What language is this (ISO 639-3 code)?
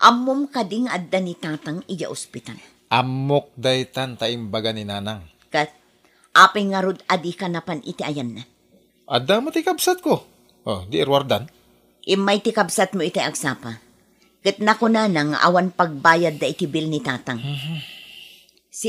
ilo